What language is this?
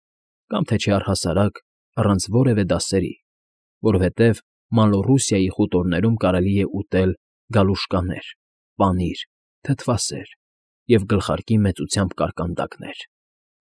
Armenian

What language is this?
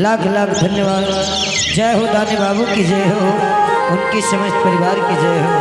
Angika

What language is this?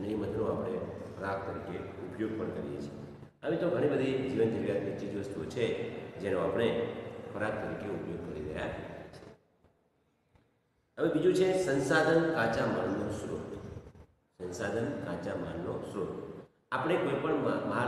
Gujarati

